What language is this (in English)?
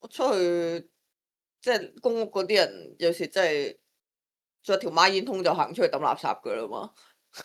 Cantonese